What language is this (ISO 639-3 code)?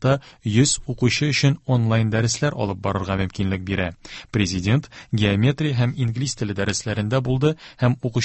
tat